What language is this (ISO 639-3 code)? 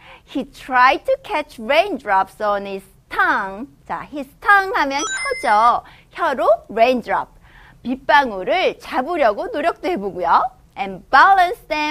kor